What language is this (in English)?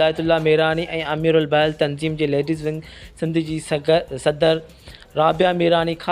Sindhi